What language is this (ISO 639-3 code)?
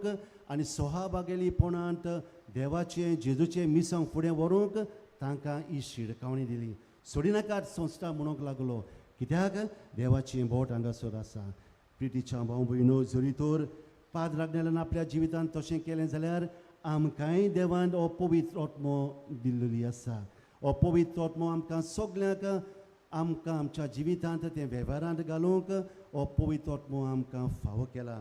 kok